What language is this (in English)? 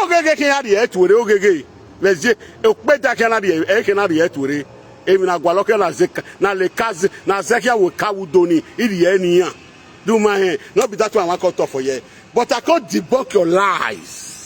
Nigerian Pidgin